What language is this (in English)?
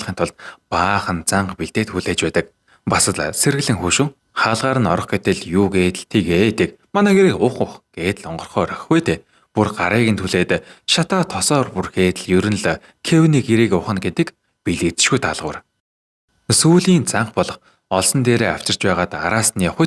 Mongolian